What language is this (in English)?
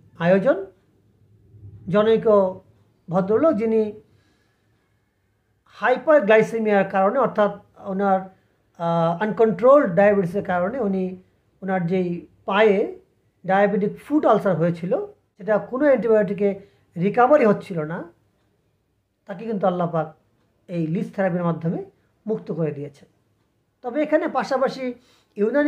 Bangla